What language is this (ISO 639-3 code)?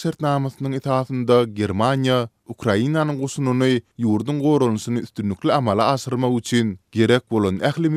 tuk